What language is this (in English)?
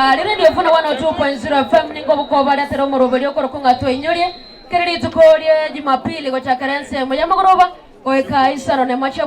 Gusii